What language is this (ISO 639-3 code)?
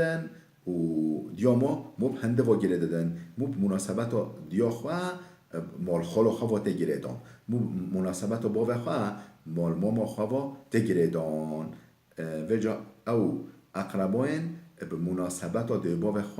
kur